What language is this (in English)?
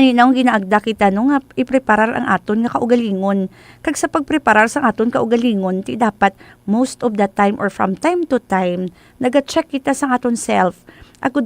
Hiligaynon